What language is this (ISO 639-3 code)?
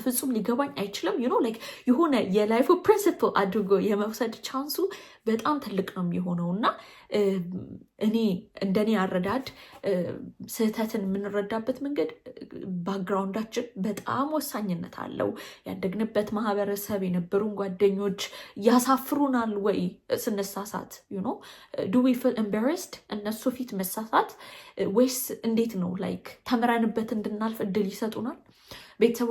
amh